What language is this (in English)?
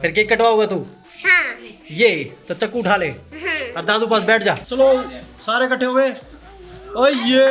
Haryanvi